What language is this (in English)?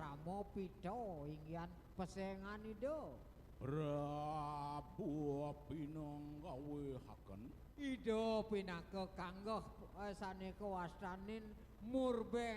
Balinese